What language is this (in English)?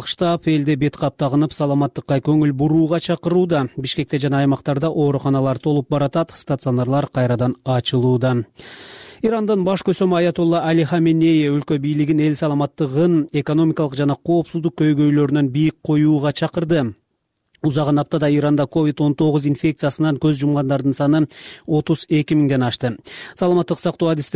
Kyrgyz